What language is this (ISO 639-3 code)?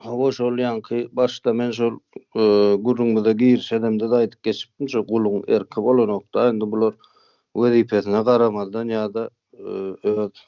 tuk